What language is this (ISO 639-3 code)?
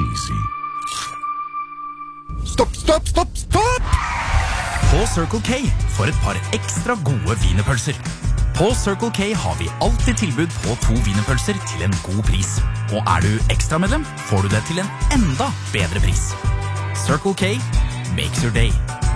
nor